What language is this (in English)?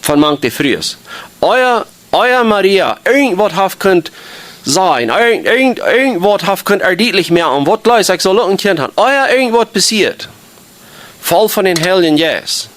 Plautdietsch